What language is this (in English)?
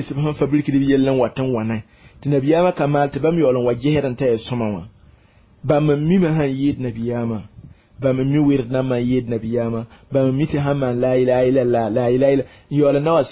Mossi